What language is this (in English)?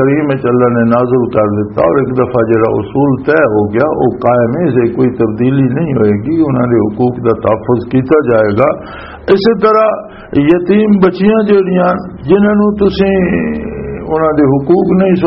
Western Panjabi